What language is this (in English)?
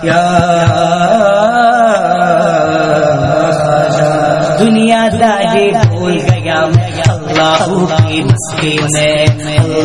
Urdu